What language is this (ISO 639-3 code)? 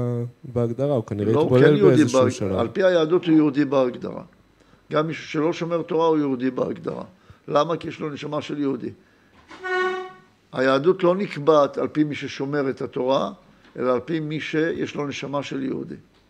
heb